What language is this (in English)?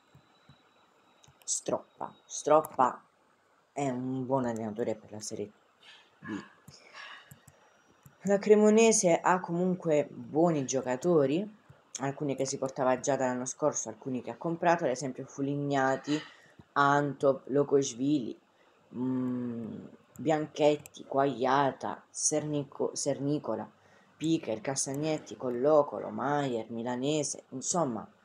Italian